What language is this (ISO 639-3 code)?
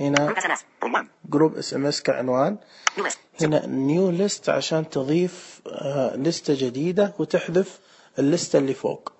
ars